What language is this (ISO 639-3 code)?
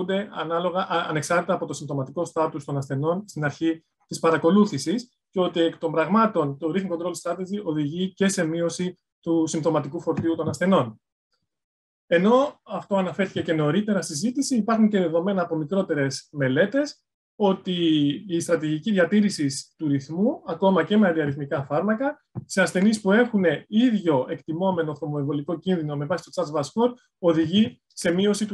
ell